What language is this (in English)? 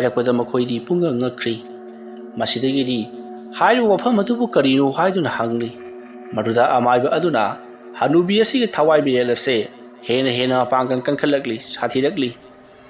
Manipuri